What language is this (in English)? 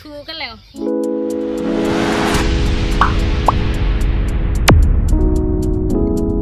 Thai